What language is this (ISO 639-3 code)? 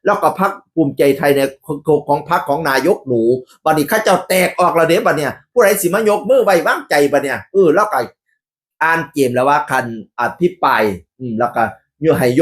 tts